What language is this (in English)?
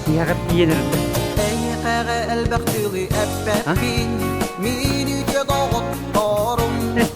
Yakut